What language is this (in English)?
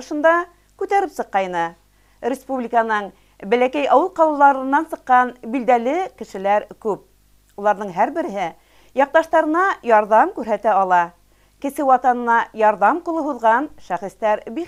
Bashkir